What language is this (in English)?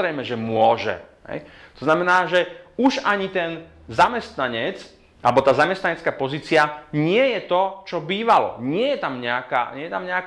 Slovak